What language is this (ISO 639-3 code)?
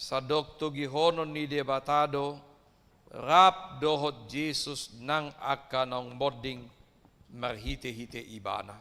bbc